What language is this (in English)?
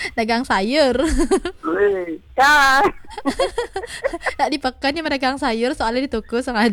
Balinese